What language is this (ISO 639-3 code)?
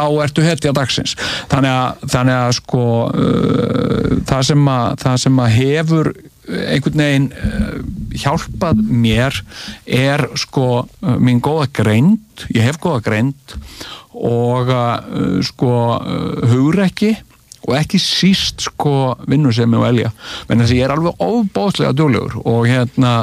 isl